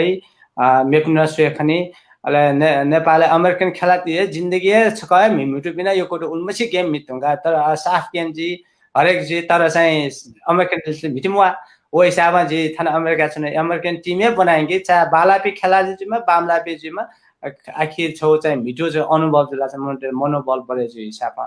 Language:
Newari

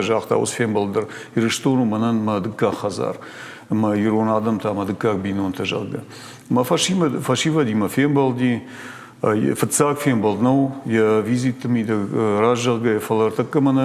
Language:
Ossetic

